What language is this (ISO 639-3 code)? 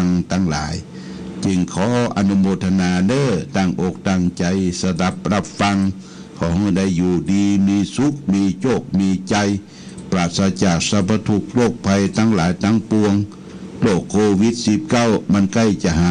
pli